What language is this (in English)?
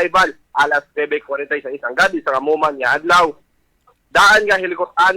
Hiligaynon